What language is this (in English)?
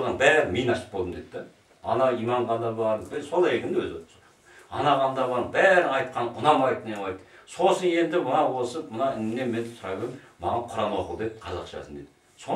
Kazakh